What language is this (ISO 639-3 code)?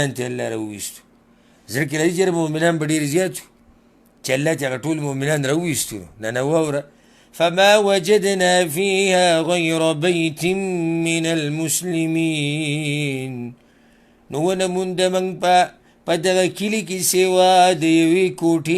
pus